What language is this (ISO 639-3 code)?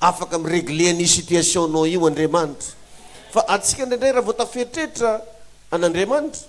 mlg